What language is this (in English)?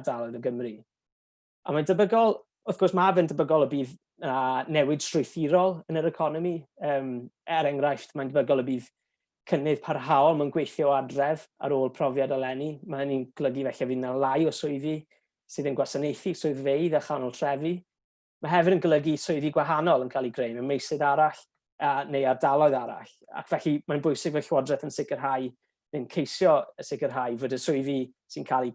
Welsh